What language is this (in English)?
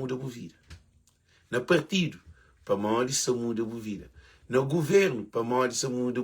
Kabuverdianu